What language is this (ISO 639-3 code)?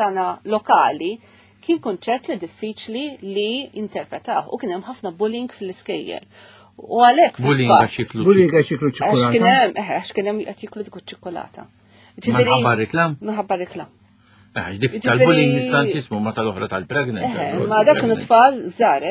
mlt